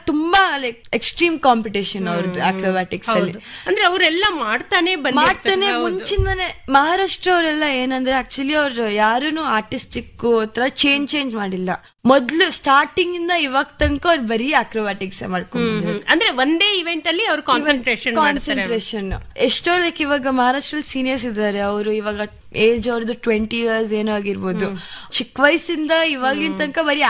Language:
Kannada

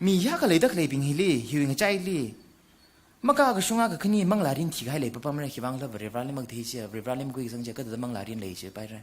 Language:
Tangkhul Naga (India)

